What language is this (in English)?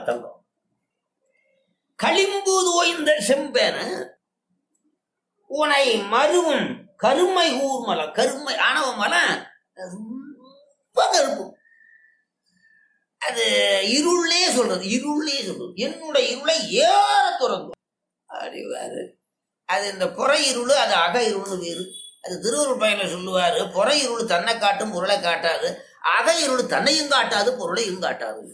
Tamil